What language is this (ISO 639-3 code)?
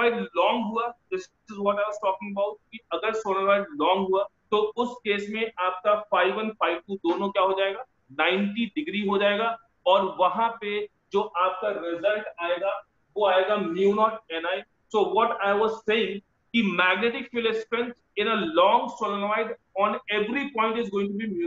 hin